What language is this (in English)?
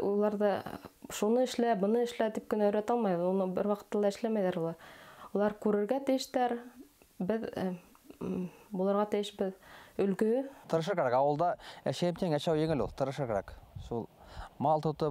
Bashkir